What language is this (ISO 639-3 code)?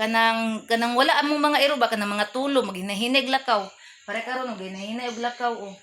ceb